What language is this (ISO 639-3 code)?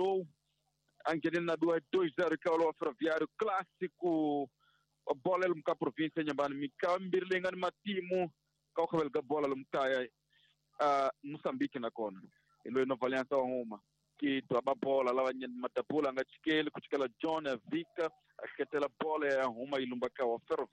tso